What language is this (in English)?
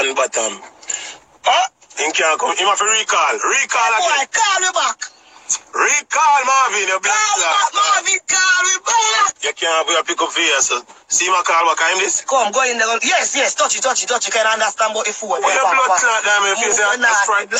Jamaican Creole English